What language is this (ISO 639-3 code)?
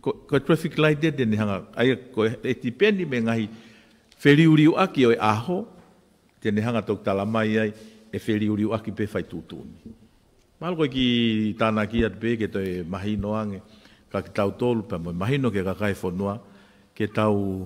ton